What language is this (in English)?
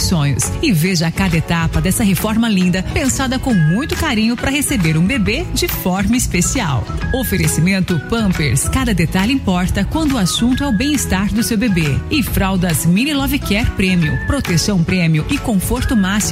Portuguese